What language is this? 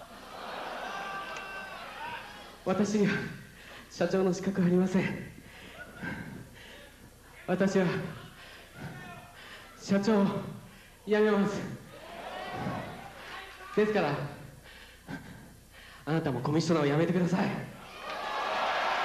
Japanese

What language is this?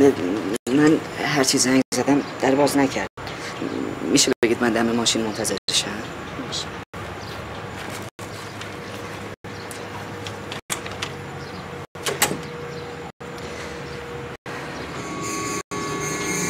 Persian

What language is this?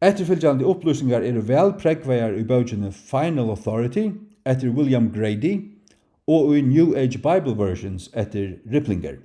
Faroese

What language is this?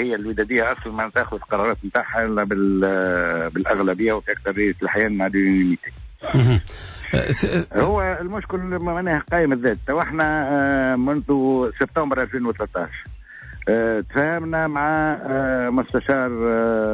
Tunisian Arabic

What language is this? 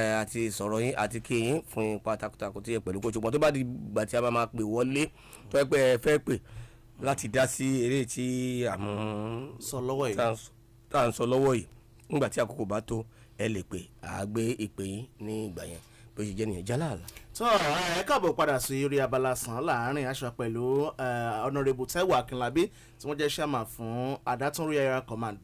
Yoruba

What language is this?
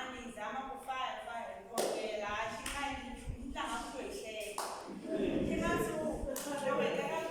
Tsonga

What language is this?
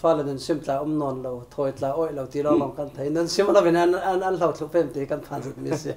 Falam Chin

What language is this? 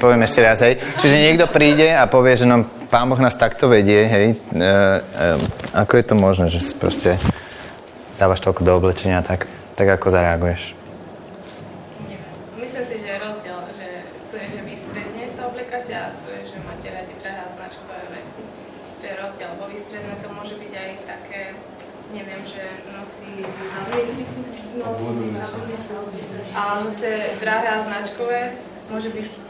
Slovak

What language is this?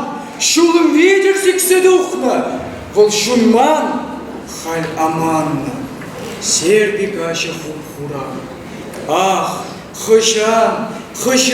Chuvash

